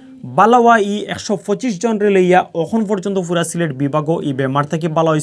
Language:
Sylheti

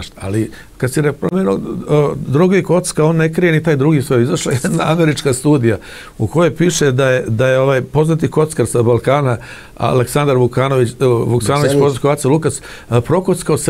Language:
Serbian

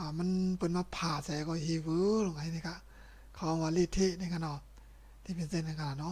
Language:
Shan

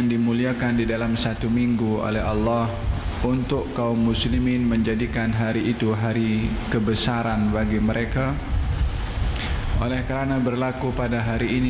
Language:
Malay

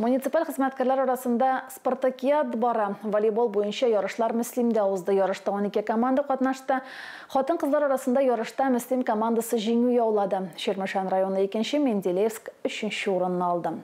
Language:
Tatar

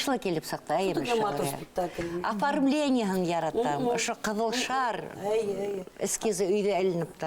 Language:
Bashkir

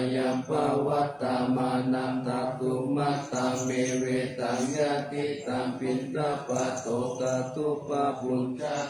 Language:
Pali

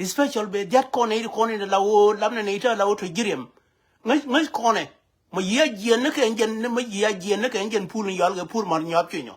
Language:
Nuer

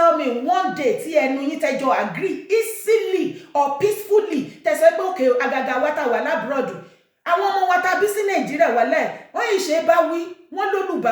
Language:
Yoruba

